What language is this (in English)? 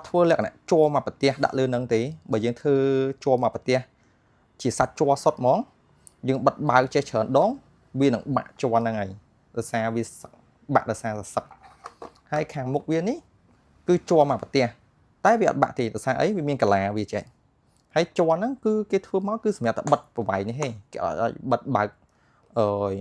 Khmer